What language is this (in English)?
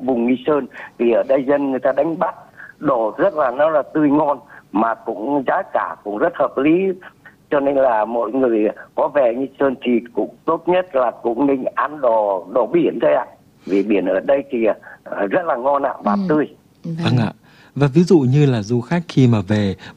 Vietnamese